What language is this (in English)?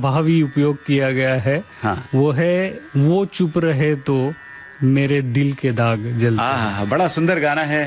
Hindi